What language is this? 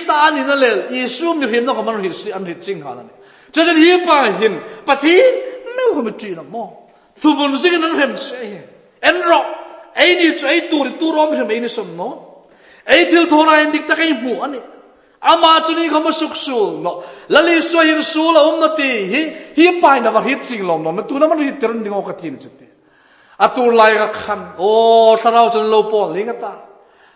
Hmar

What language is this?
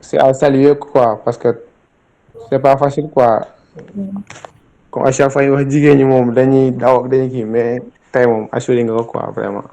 Wolof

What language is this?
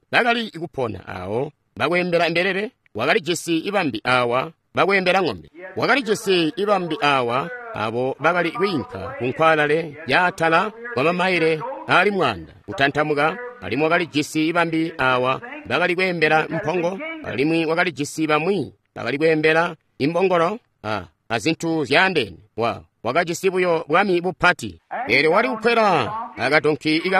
Tonga (Zambia)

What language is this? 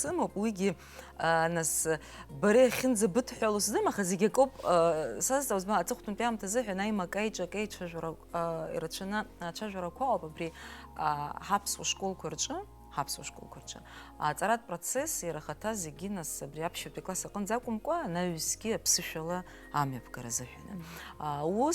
Abkhazian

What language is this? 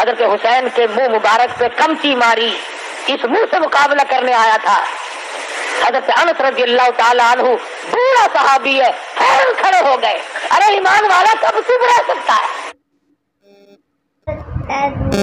Urdu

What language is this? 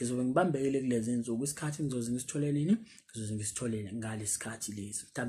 Zulu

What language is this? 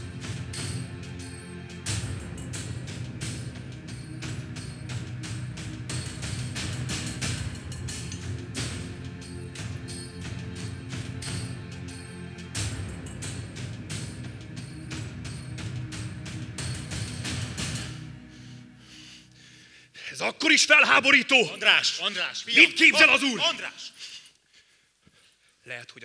Hungarian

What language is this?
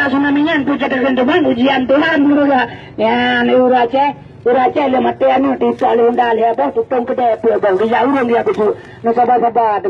Achinese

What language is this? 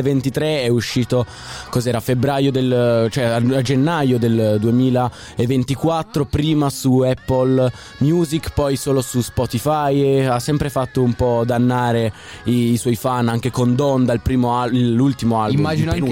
Italian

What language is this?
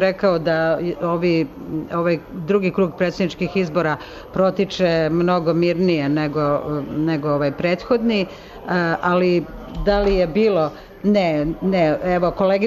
Serbian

